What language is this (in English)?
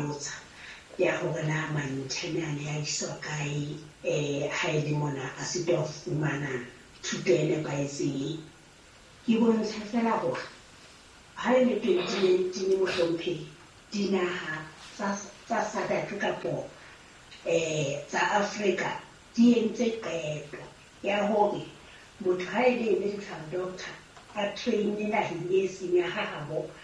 Southern Sotho